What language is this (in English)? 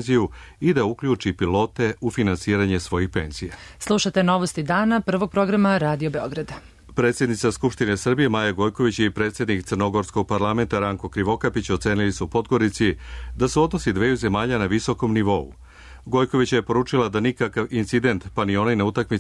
Serbian